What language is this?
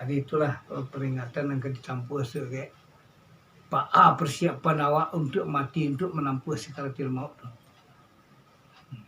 Minangkabau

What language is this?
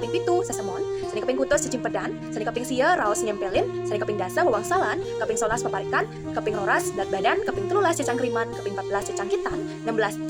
Balinese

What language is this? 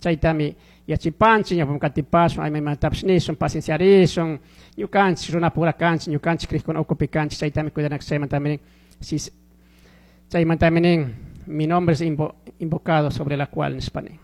Chimborazo Highland Quichua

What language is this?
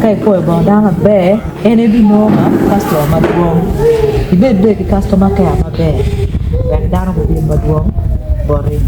Acoli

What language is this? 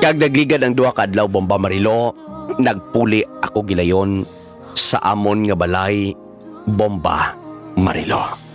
Hiligaynon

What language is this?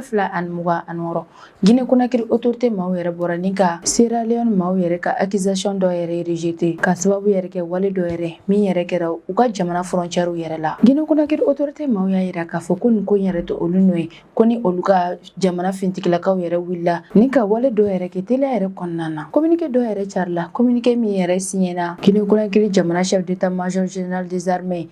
Bambara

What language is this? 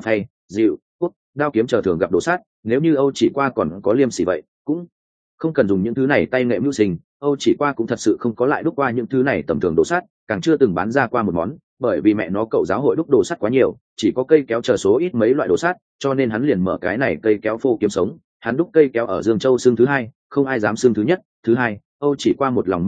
Vietnamese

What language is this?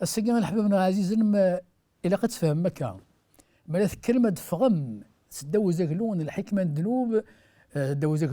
Kabyle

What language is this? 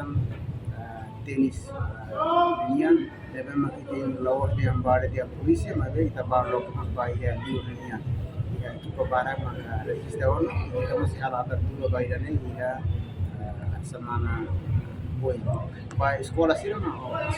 Tetum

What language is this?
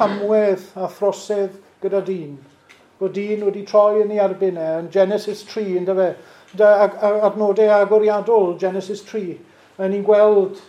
Welsh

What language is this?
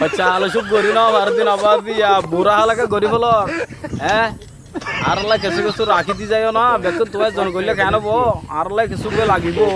Rohingya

